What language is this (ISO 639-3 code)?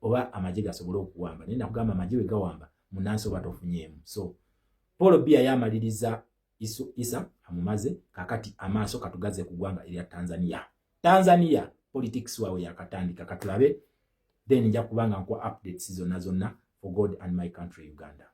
lug